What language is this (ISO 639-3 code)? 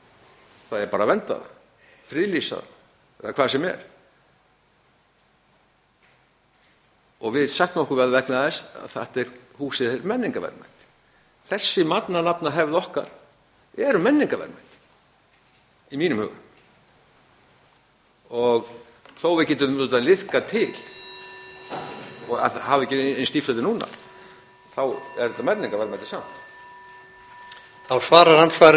isl